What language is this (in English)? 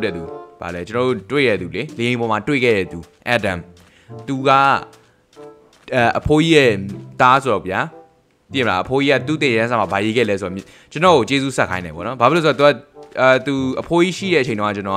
Burmese